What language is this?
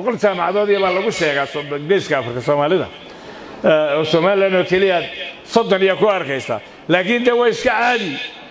Somali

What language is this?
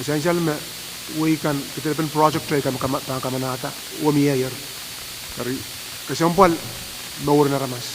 Pohnpeian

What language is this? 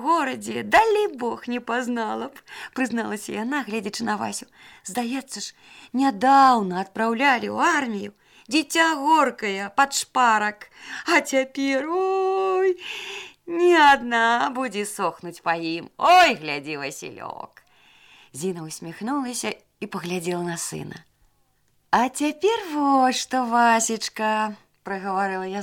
Belarusian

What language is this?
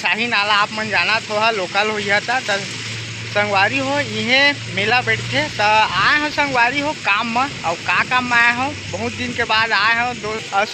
Chhattisgarhi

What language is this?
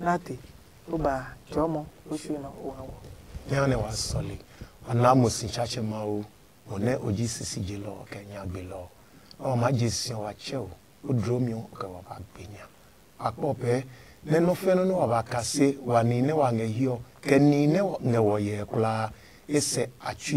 Adangme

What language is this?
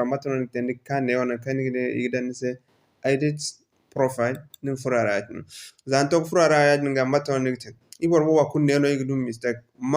Zarma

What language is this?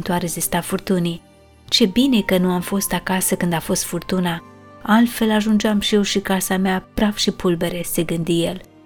Romanian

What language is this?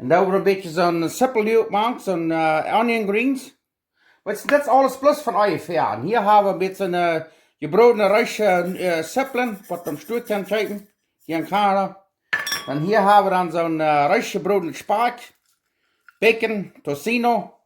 Plautdietsch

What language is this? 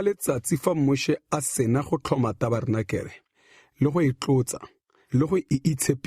Tswana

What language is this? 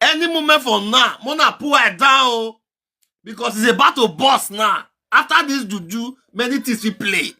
Nigerian Pidgin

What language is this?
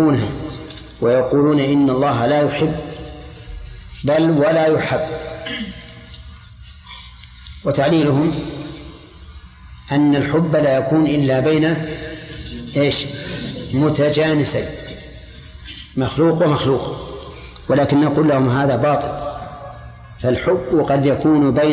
Arabic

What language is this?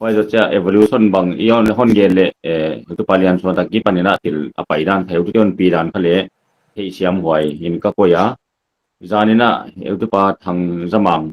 Paite Chin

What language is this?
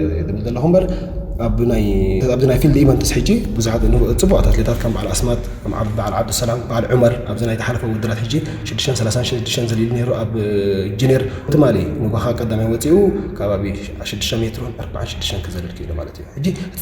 Tigrinya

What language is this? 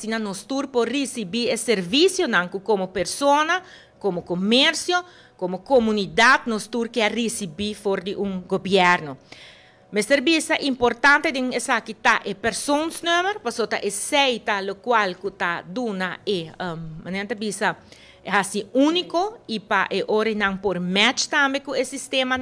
Papiamento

